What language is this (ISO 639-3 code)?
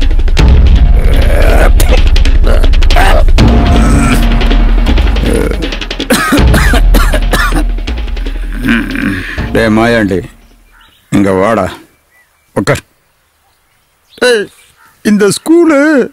tam